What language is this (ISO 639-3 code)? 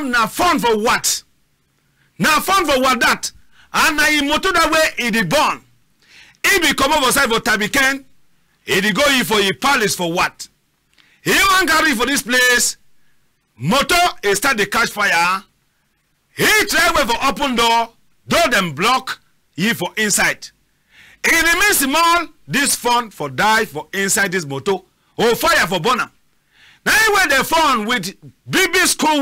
wes